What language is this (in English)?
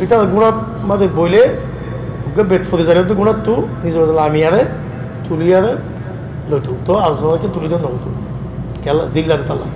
Rohingya